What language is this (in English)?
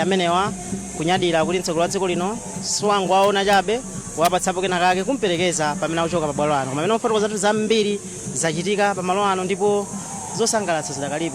Nyanja